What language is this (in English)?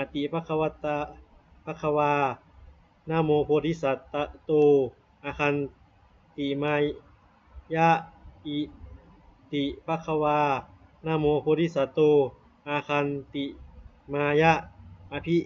Pali